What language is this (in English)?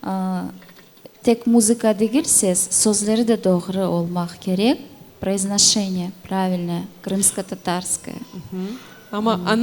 Crimean Tatar